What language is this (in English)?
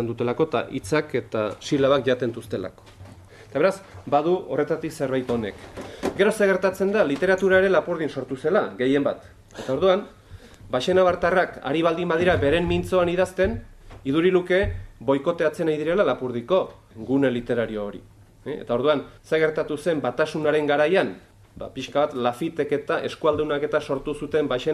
Basque